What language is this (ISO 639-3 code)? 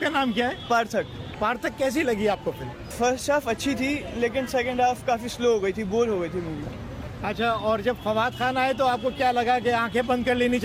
urd